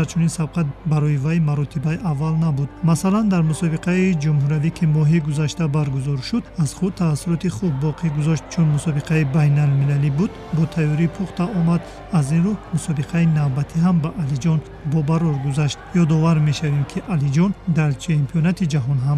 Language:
Tajik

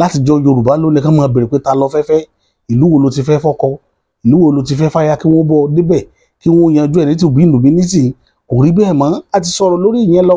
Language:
Yoruba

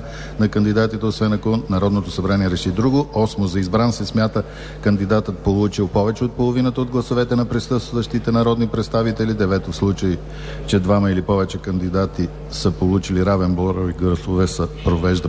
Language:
Bulgarian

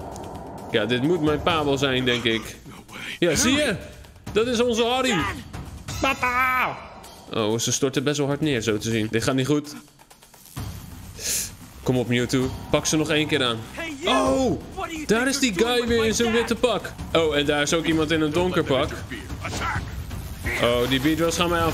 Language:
Dutch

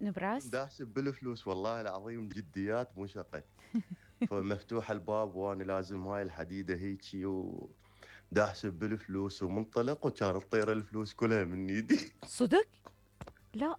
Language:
Mesopotamian Arabic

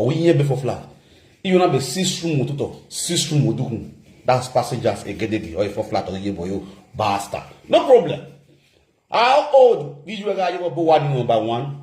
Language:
Nigerian Pidgin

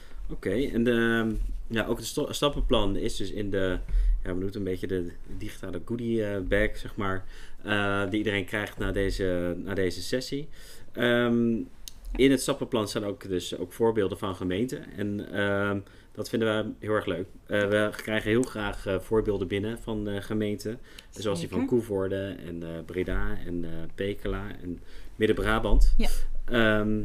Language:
Dutch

